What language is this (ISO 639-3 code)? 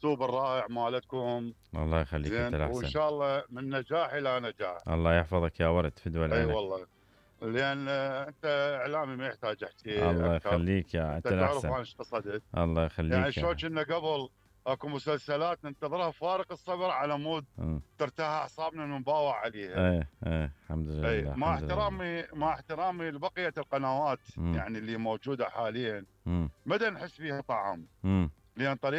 acm